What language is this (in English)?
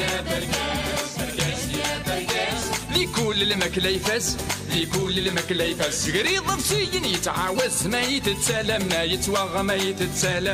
Kabyle